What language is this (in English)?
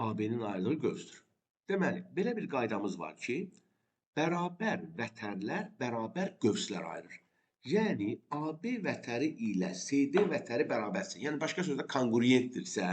Azerbaijani